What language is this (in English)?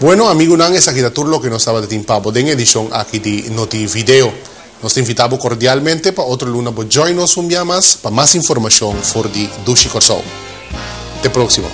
Papiamento